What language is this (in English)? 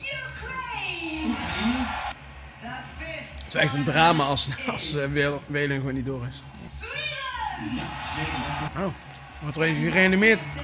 Dutch